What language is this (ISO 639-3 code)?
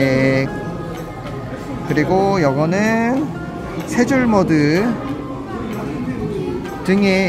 kor